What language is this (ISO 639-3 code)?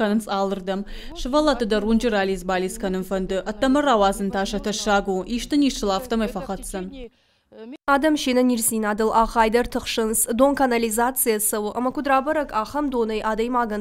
oss